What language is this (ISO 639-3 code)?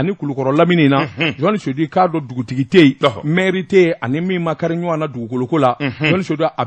bam